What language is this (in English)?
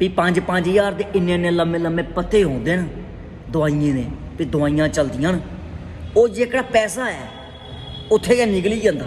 Dogri